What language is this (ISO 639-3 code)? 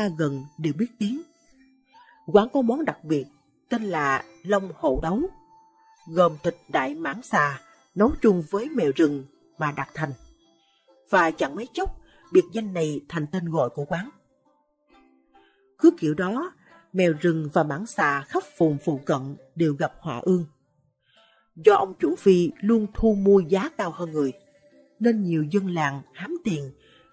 vie